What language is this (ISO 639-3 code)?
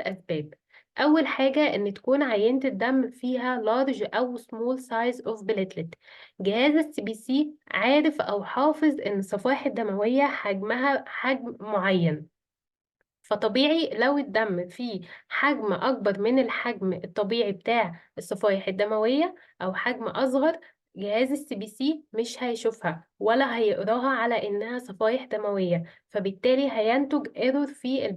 arz